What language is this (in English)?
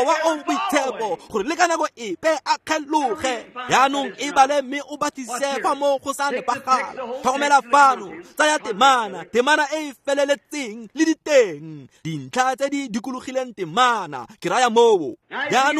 Tswana